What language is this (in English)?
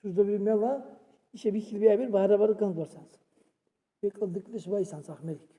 Dargwa